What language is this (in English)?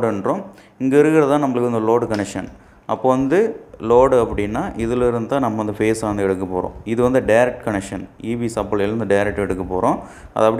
Tamil